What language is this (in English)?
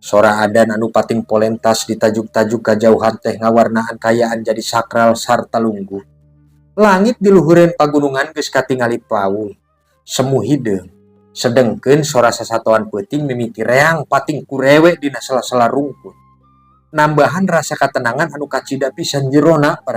Sundanese